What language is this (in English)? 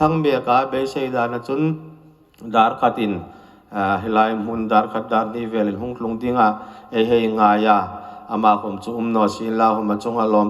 Hmar